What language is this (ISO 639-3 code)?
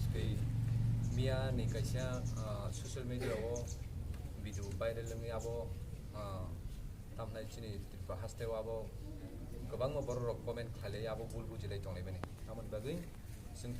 trp